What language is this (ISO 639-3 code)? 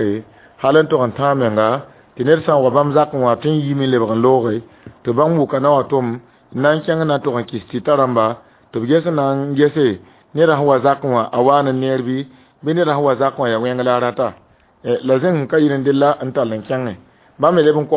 mos